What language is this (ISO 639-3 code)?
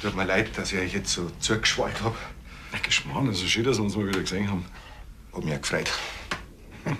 bar